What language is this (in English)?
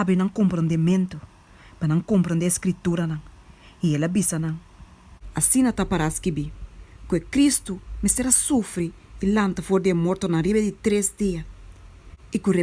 Papiamento